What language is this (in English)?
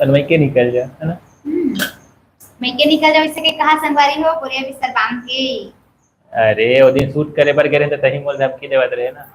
Chhattisgarhi